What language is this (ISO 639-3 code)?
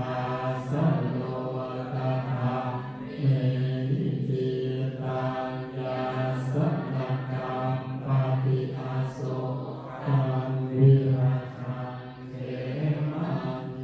pli